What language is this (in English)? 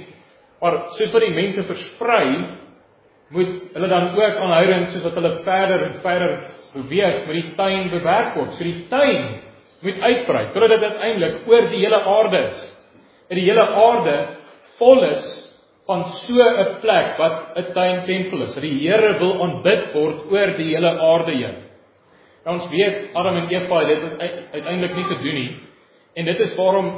Afrikaans